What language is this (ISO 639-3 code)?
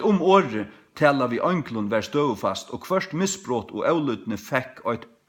fao